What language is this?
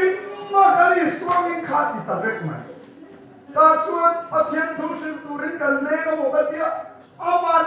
Mizo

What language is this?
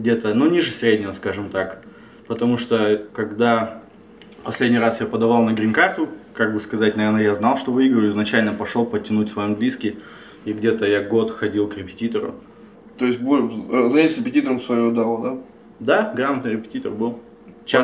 Russian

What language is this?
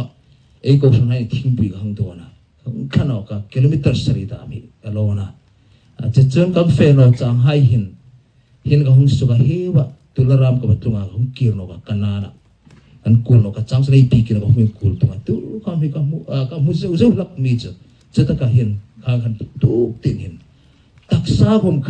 Hmar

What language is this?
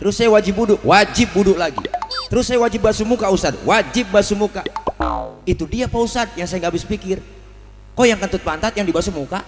Betawi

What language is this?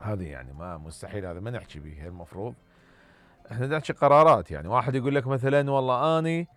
Mesopotamian Arabic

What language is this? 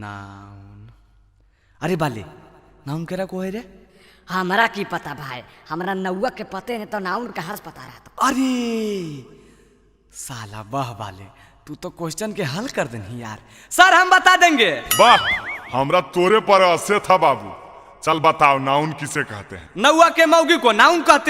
Magahi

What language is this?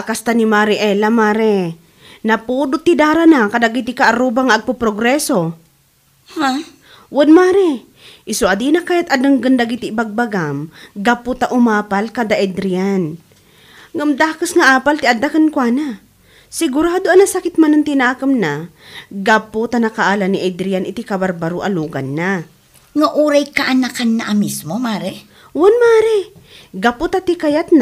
Iloko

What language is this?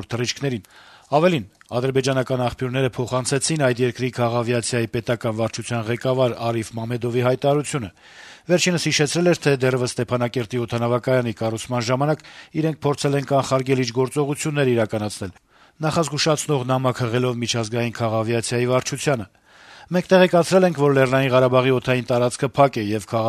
Armenian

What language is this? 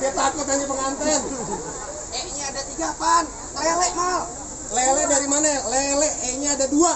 Betawi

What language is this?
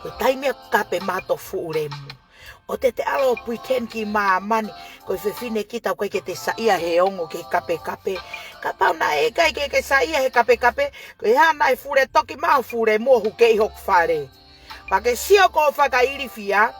Tongan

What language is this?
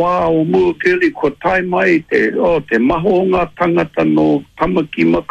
Māori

